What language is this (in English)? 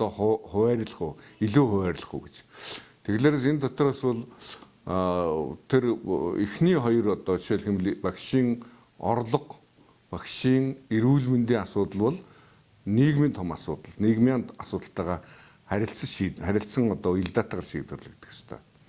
Mongolian